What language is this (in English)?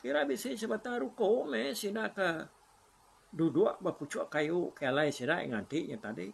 Iban